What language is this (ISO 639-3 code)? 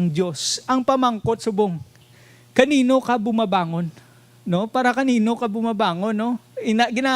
hil